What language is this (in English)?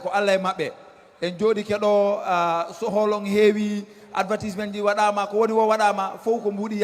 Fula